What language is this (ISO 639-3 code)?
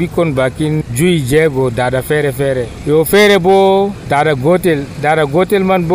fuv